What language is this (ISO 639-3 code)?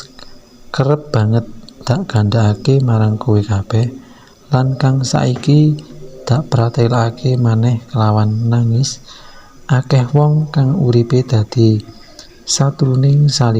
jav